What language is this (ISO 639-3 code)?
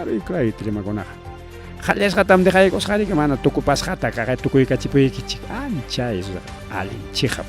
quy